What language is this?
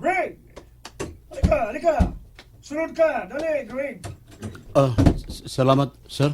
Cebuano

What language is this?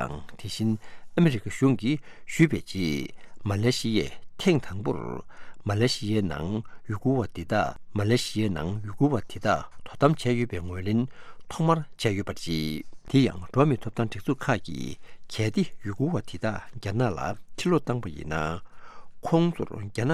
Tibetan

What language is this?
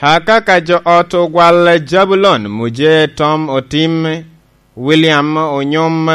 Lango (Uganda)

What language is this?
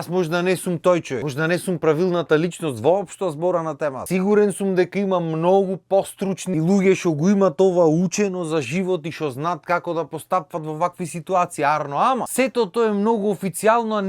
Macedonian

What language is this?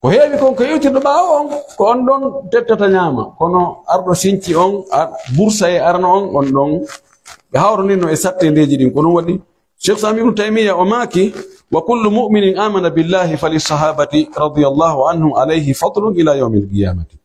Pular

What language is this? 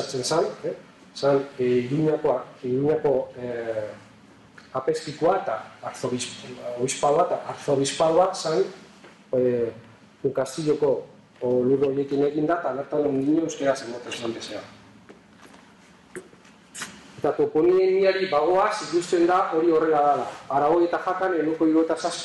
Basque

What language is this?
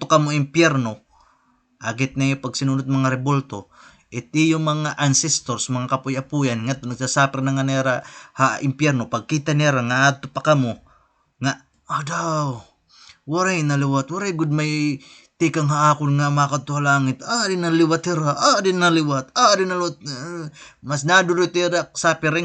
Waray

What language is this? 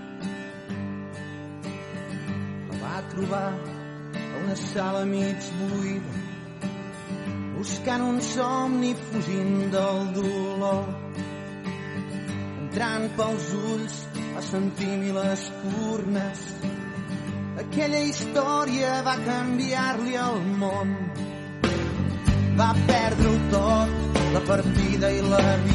Catalan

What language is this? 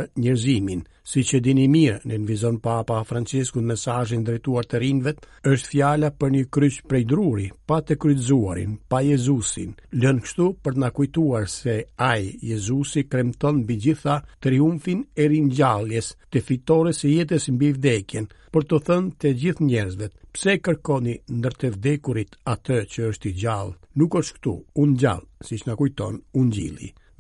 Albanian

